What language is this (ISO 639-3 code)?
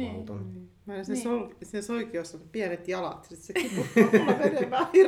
fin